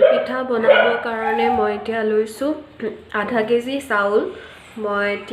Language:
Assamese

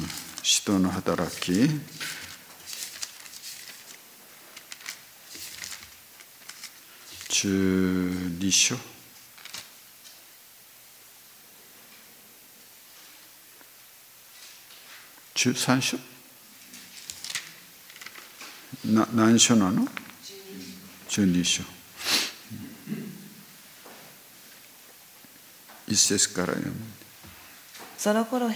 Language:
Japanese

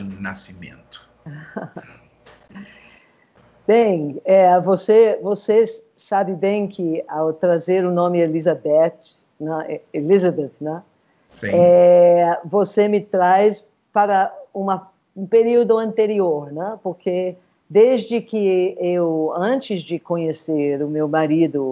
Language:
Portuguese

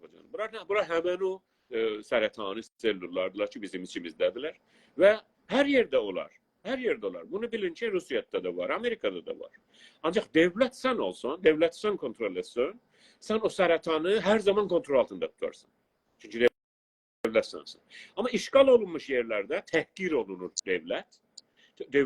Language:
South Azerbaijani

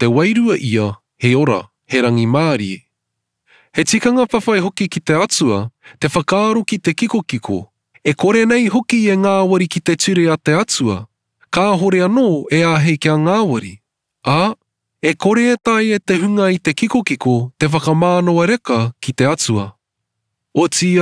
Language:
Māori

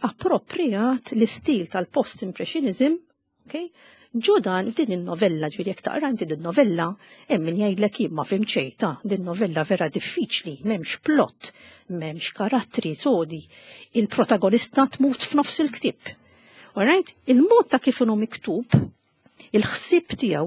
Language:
Maltese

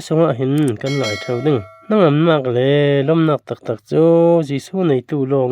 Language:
Falam Chin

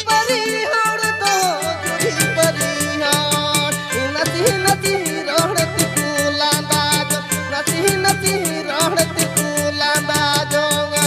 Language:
Santali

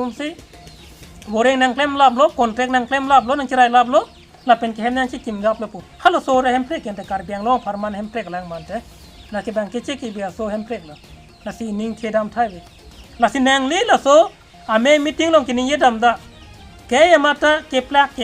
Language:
Karbi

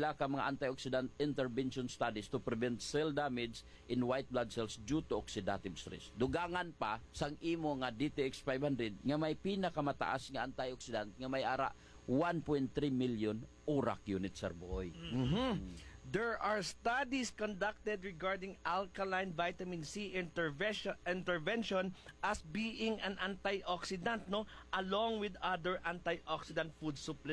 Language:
Hiligaynon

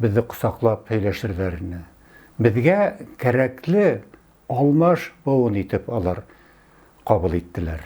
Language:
Bashkir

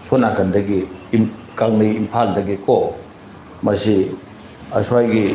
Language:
Manipuri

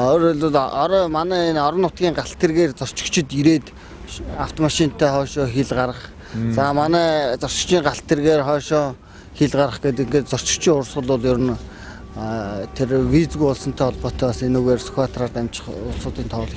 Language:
Mongolian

